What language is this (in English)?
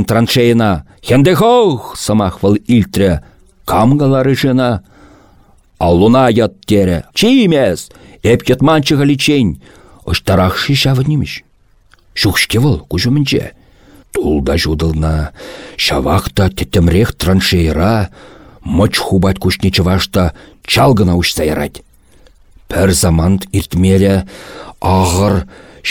Chuvash